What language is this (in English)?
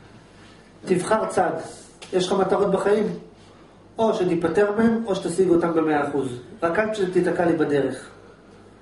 Hebrew